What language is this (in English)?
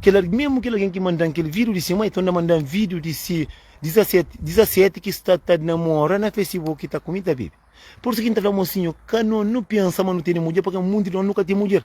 Kabuverdianu